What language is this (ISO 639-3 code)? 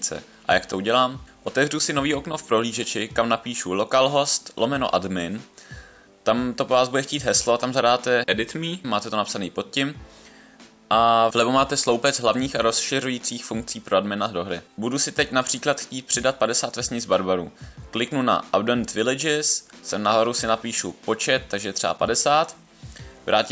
ces